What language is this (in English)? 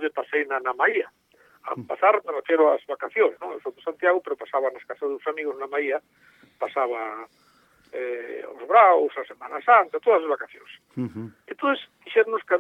Galician